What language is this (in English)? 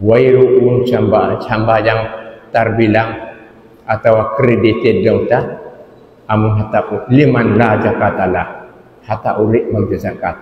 Tausug